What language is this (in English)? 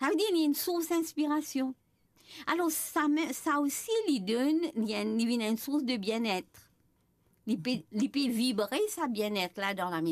Morisyen